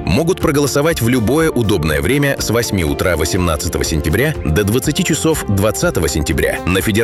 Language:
Russian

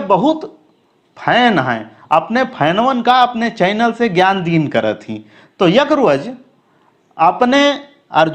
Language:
Awadhi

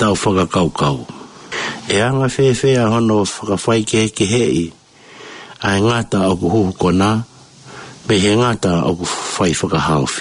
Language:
Tongan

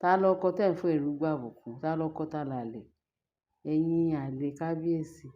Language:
Yoruba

